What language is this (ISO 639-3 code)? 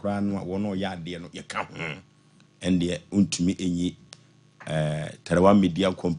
aka